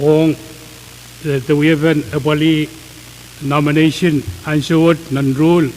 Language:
Pohnpeian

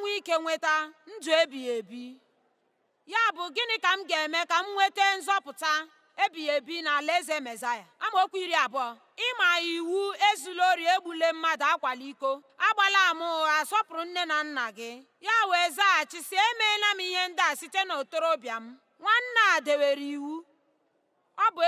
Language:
Igbo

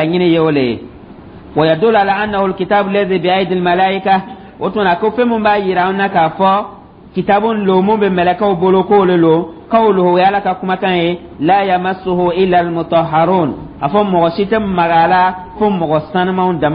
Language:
Dyula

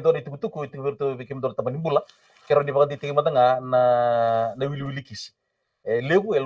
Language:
Fijian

